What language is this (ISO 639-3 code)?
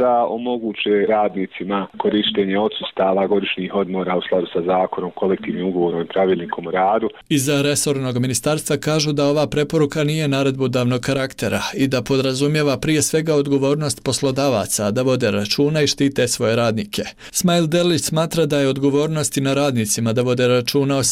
bos